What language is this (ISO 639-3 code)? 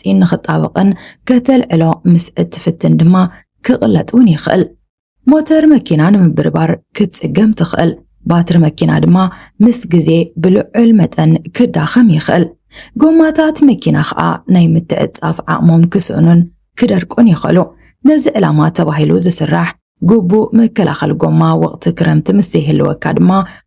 tir